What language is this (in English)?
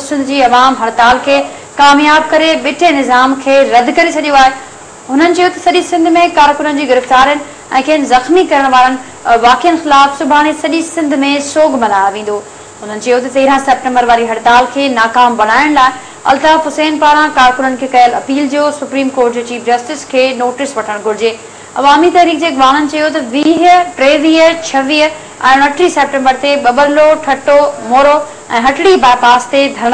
Sindhi